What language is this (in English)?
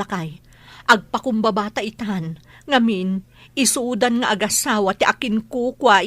Iloko